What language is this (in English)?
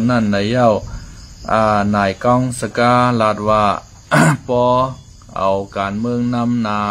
Shan